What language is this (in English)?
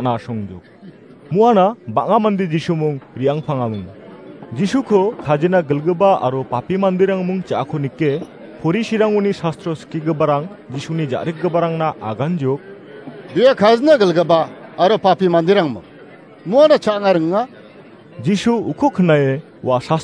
Garo